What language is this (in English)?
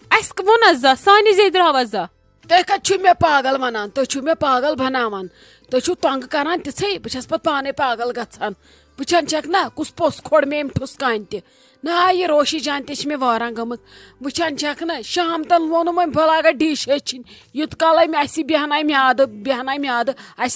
Kashmiri